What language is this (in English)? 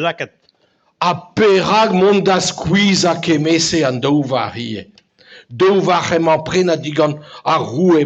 Breton